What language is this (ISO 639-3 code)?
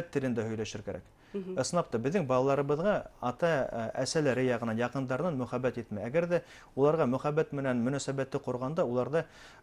bak